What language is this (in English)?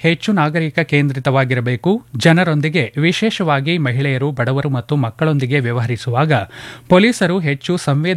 Kannada